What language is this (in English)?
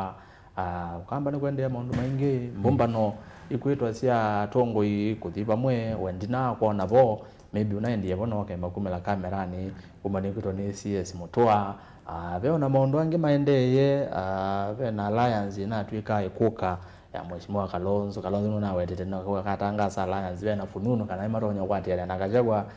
Kamba